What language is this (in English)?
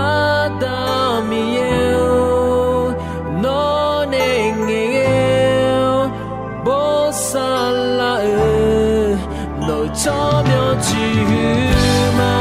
Akha